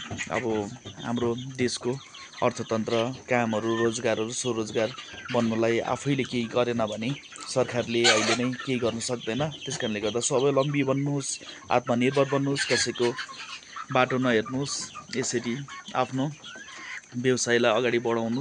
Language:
Nepali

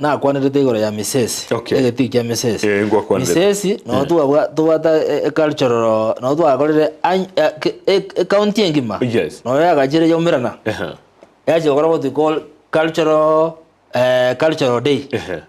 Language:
Gusii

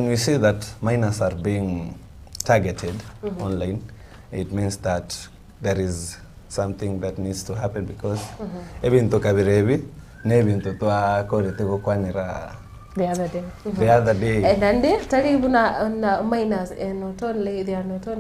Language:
Gusii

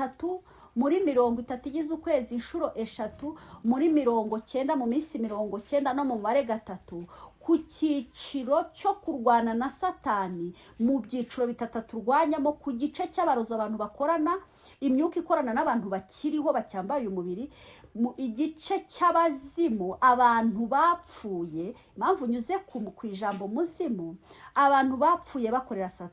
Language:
Kinyarwanda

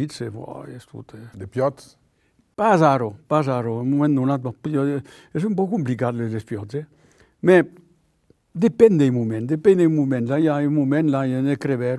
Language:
Occitan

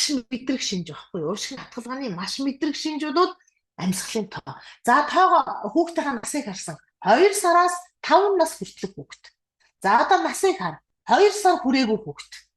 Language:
Mongolian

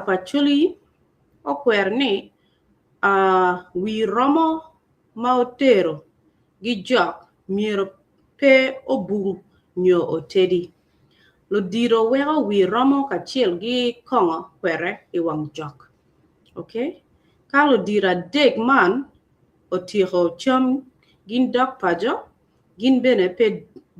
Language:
Acoli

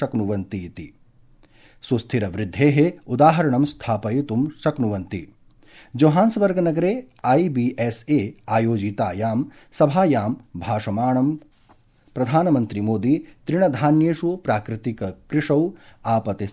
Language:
Sanskrit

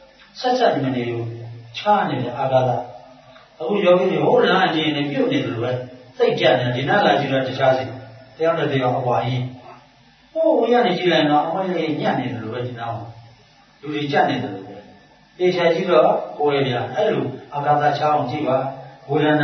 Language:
Burmese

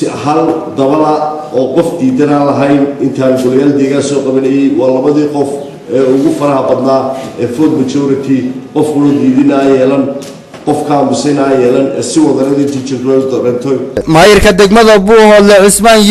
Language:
Somali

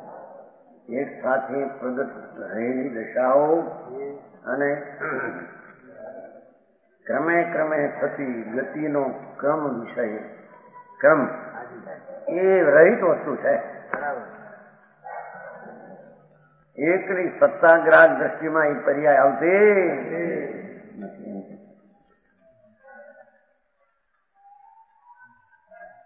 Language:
Gujarati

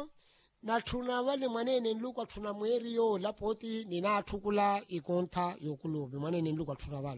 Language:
Makhuwa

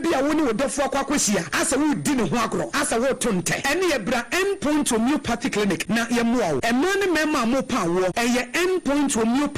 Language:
Akan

